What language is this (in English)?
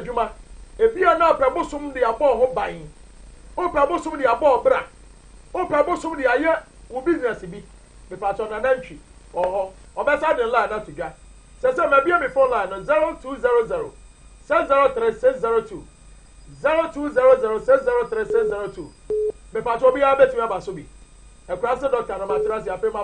Akan